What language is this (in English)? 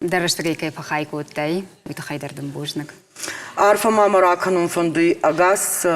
Ossetic